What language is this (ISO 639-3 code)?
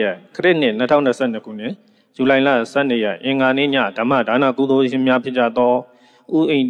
mya